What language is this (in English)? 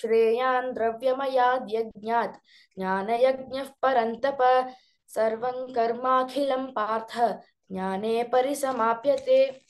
Sanskrit